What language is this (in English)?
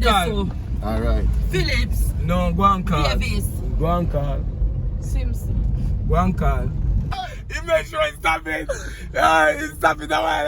Jamaican Creole English